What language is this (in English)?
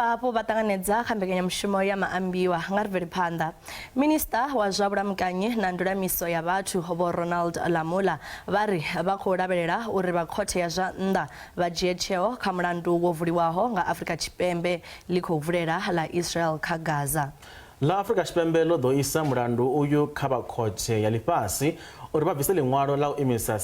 Venda